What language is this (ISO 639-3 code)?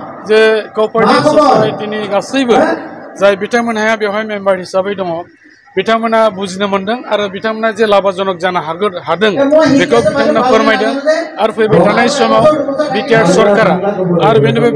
brx